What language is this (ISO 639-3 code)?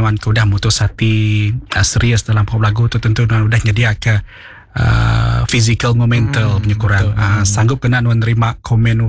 iba